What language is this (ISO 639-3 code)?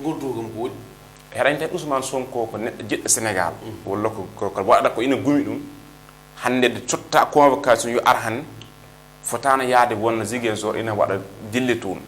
ful